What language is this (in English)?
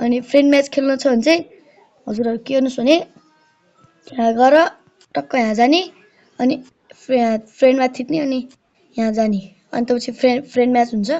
Nepali